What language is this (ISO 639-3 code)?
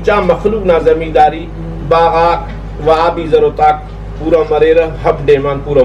brh